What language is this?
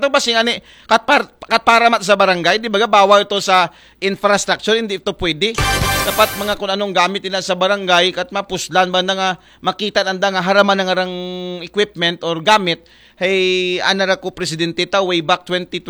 Aklanon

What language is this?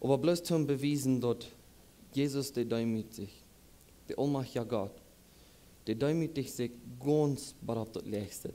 Plautdietsch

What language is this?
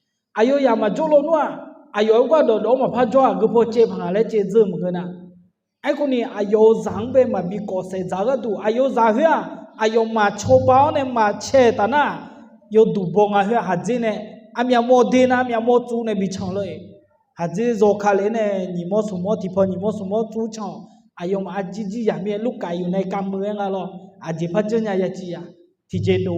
Akha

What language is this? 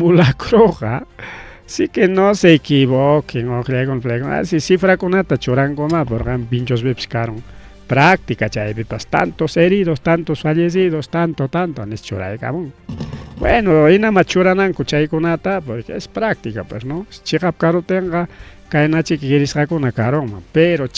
Ayacucho Quechua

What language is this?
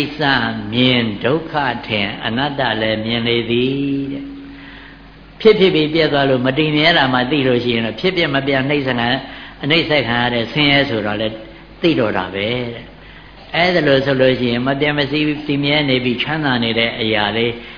Burmese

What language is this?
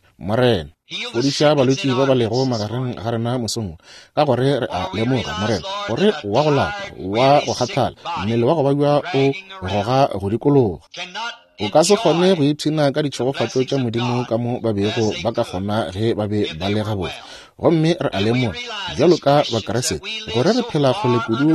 Northern Sotho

